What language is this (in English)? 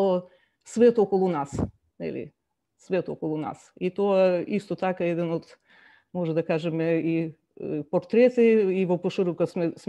Macedonian